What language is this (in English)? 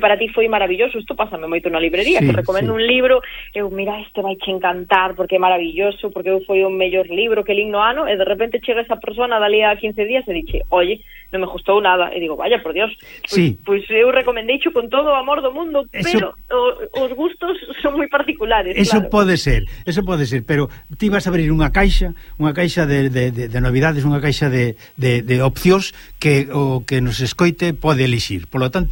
Galician